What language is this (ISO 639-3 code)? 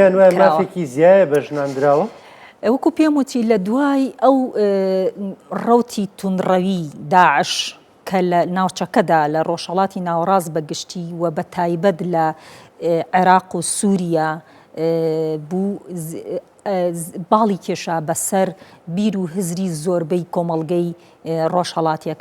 ckb